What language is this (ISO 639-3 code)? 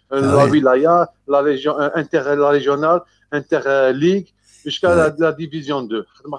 kab